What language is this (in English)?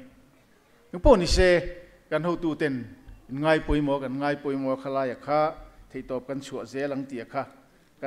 Mizo